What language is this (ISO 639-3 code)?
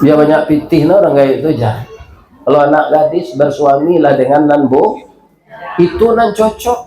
min